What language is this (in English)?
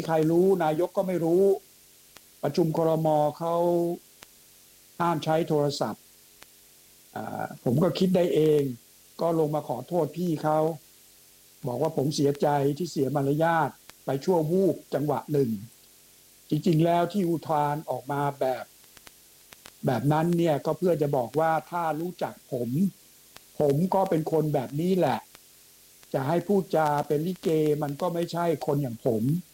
Thai